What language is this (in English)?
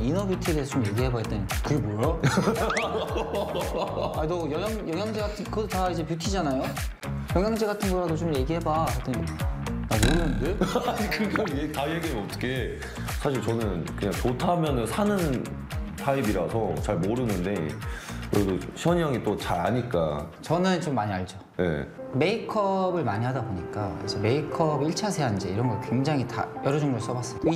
Korean